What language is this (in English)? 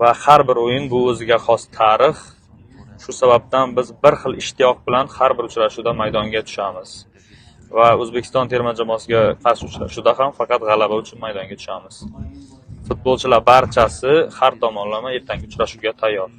Uzbek